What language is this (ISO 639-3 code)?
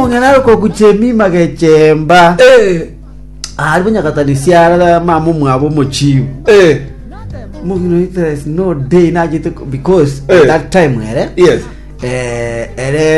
guz